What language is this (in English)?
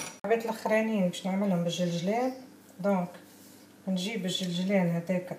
Tunisian Arabic